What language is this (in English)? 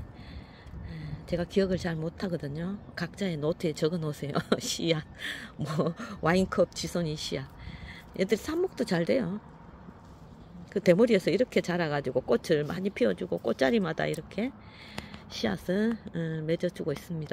Korean